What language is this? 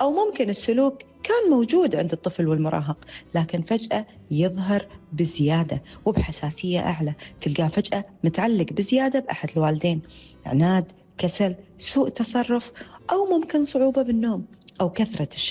Gulf Arabic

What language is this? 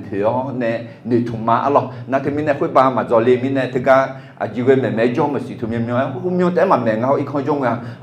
Akha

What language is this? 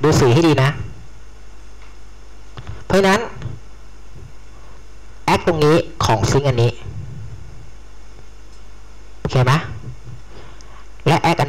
Thai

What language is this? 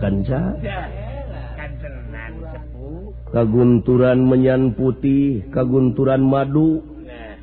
Sundanese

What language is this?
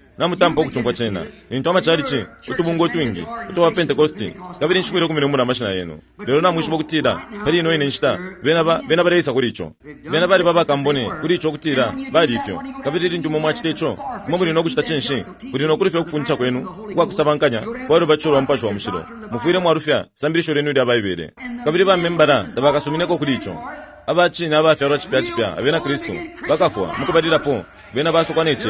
Bemba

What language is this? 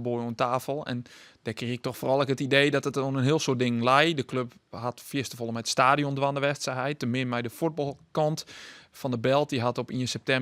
Western Frisian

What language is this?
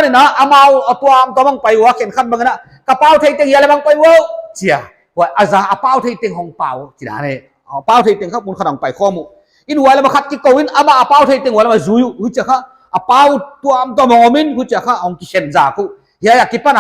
Paite Chin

